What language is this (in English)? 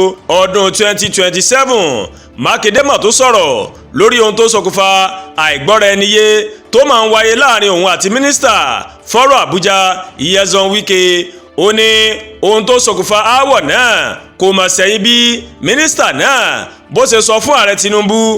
Yoruba